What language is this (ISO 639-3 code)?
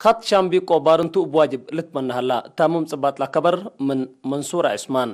tig